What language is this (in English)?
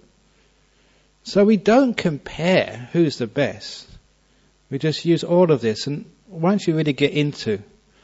English